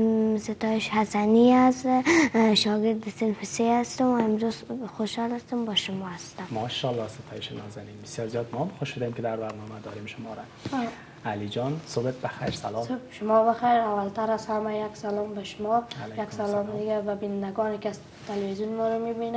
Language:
Persian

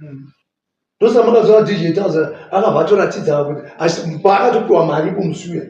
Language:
Shona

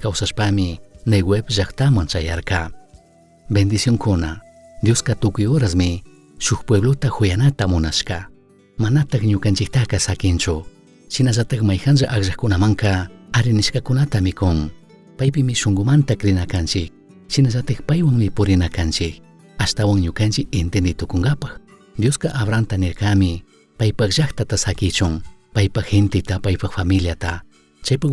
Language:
Chimborazo Highland Quichua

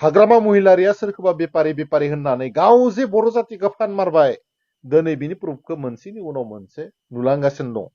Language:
Bodo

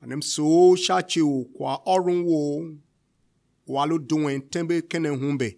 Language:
Tiv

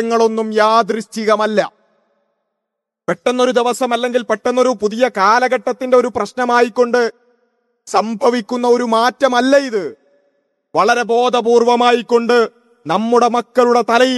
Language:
Malayalam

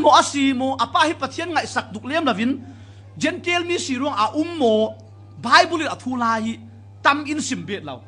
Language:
Falam Chin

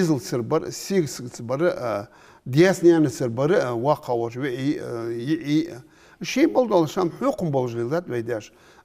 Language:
Ingush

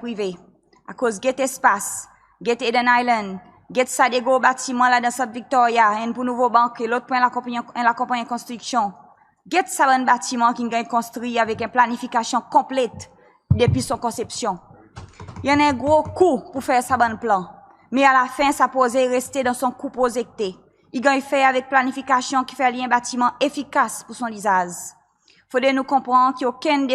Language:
Seselwa Creole French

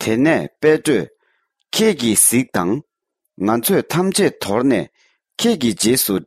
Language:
Tibetan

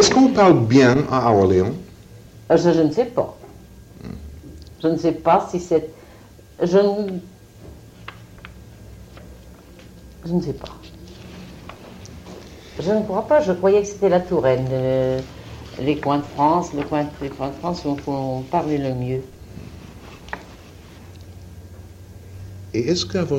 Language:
French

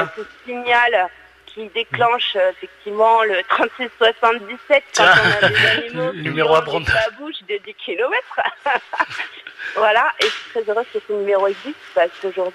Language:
French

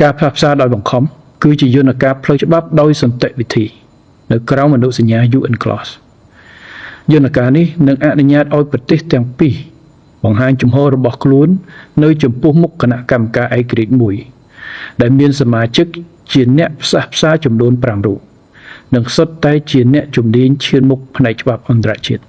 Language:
Khmer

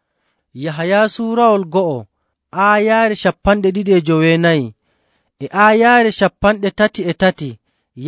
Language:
Nigerian Fulfulde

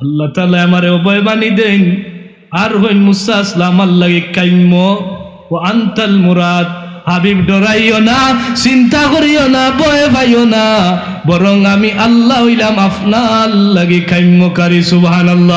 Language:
Sylheti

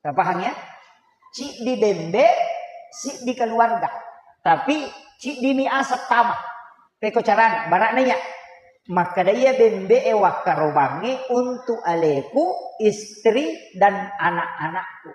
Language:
Buginese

